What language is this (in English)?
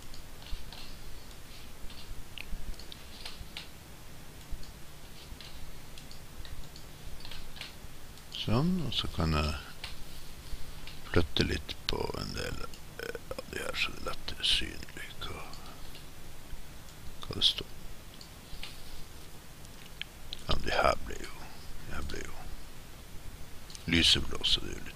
Norwegian